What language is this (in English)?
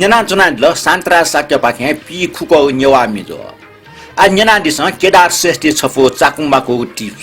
Newari